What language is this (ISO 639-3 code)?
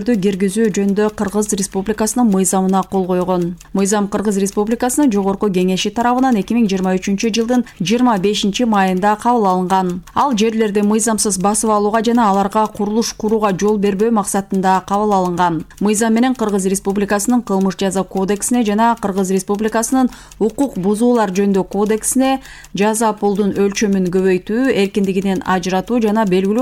kir